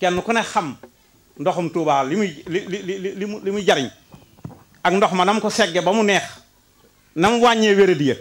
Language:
Wolof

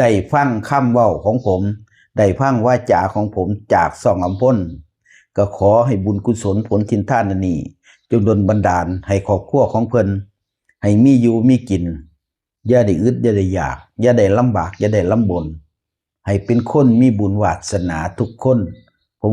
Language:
Northeastern Thai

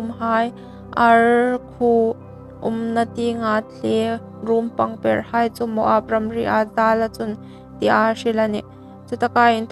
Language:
Hmar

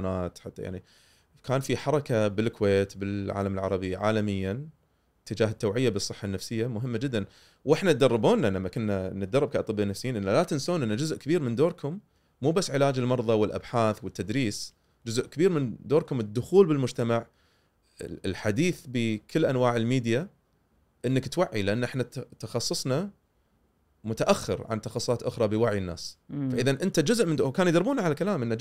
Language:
Gulf Arabic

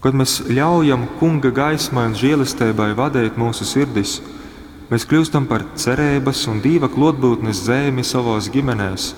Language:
Latgalian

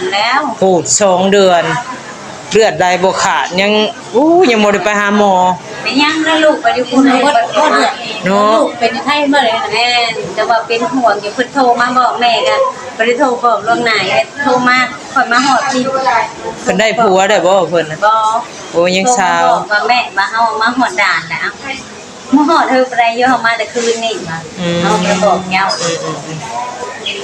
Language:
Northeastern Thai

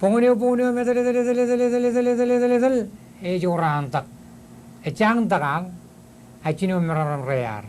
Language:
Marshallese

